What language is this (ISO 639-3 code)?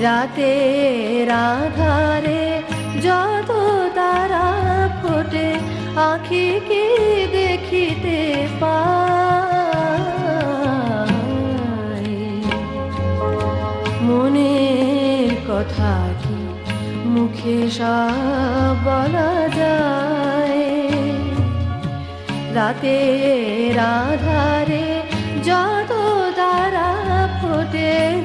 ben